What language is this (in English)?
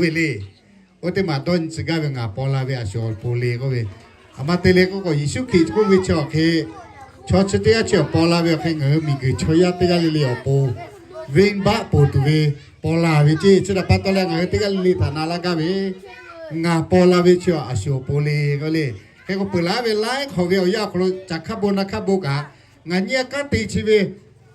Lahu